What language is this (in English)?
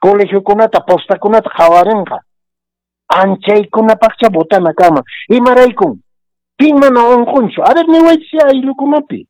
Quechua